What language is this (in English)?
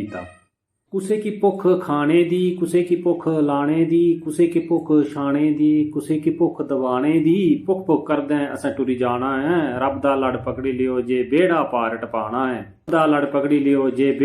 Dogri